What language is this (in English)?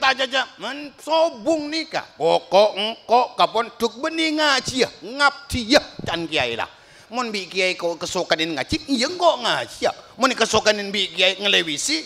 Madurese